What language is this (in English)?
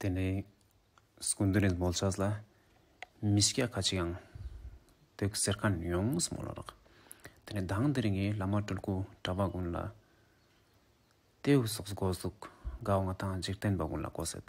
Ladakhi